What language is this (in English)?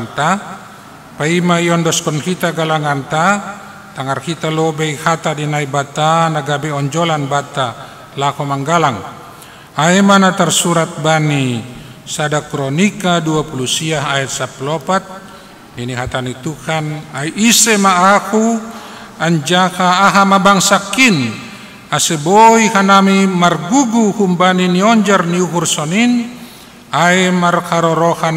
Batak Simalungun